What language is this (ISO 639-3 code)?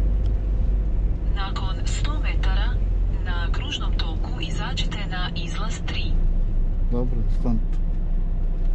hrv